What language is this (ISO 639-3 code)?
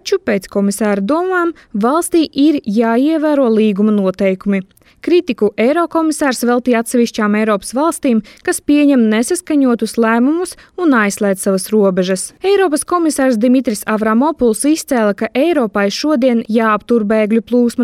lav